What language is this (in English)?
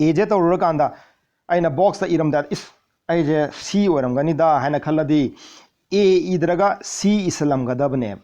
Manipuri